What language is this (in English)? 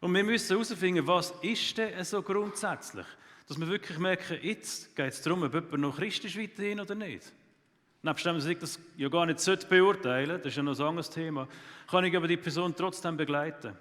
Swiss German